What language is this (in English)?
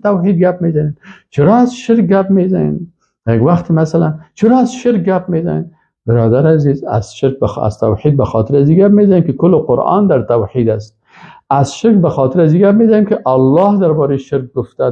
Persian